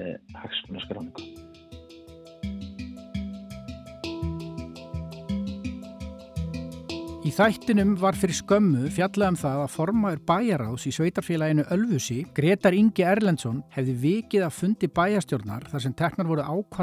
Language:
Icelandic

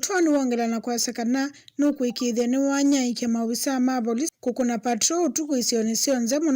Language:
Kamba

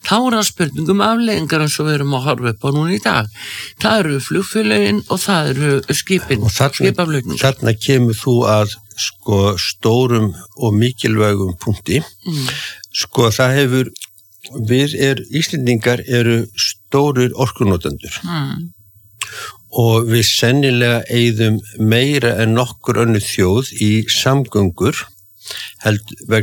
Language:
Icelandic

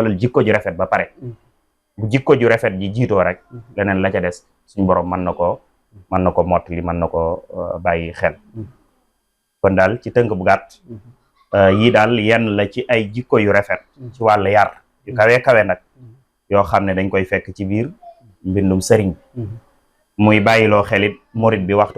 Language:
Wolof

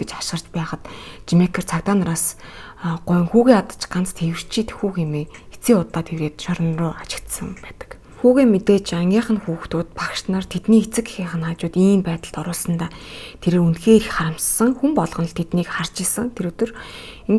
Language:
Mongolian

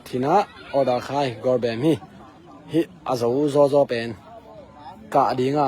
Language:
Tedim Chin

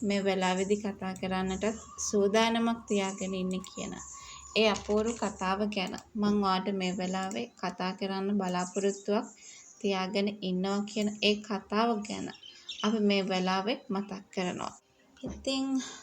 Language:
Sinhala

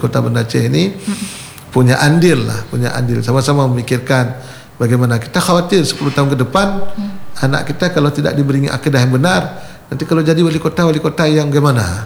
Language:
Indonesian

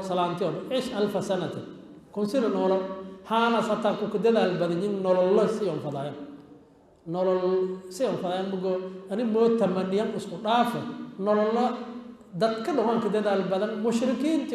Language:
Somali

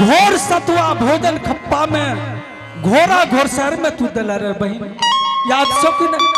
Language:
Angika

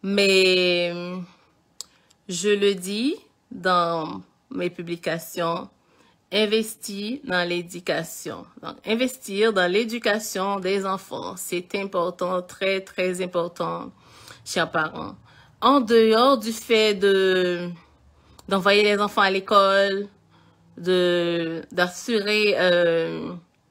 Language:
French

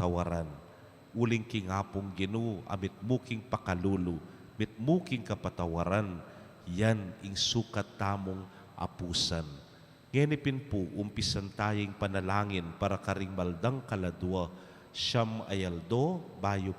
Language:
Pampanga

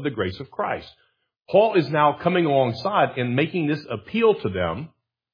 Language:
English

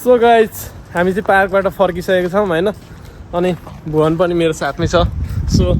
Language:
Nepali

